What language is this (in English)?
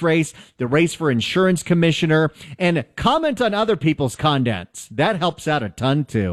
English